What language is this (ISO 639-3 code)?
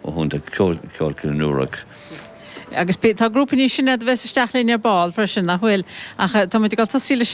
gle